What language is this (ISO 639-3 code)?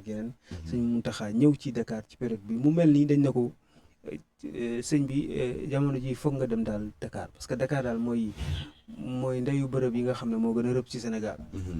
wol